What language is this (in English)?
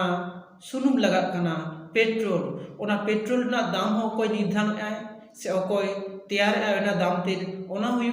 Santali